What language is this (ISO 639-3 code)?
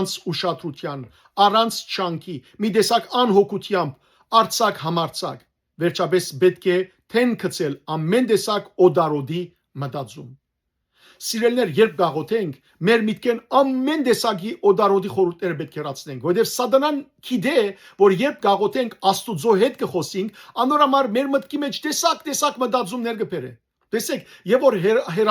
hyw